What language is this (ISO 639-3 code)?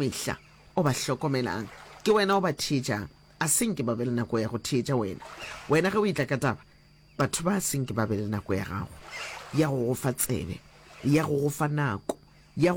nso